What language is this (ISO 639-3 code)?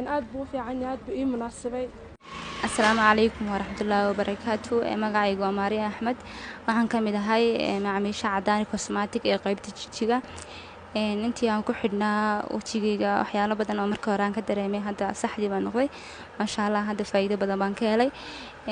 som